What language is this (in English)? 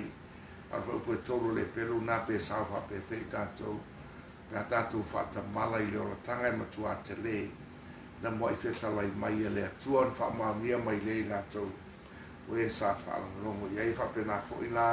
Samoan